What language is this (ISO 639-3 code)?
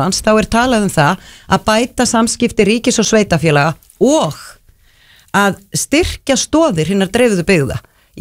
isl